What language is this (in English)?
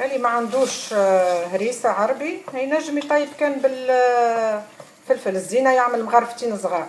Tunisian Arabic